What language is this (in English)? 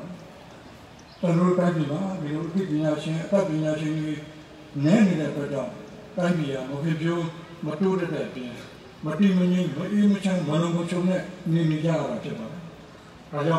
Burmese